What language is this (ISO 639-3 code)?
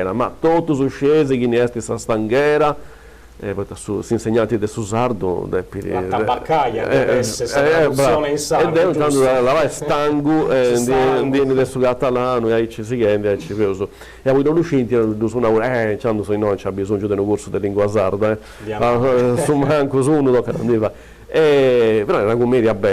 srd